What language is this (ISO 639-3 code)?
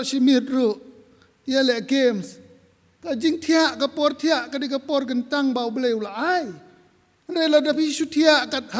kha